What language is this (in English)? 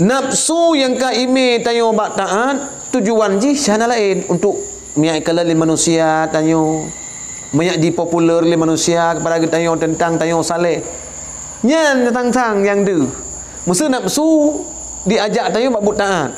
Achinese